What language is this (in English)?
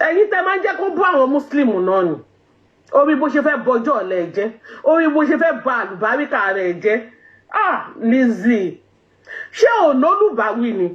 Yoruba